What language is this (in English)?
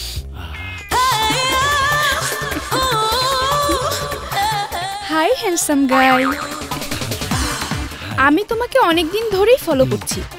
Bangla